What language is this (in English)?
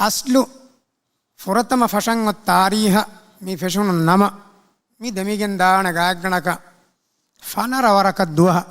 Divehi